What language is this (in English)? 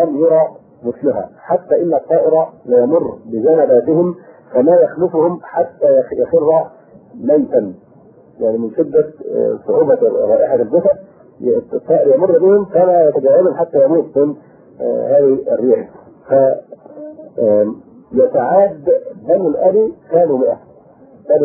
Arabic